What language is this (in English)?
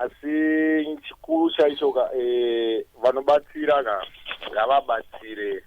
Shona